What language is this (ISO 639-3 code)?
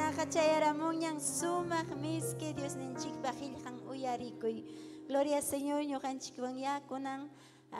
quy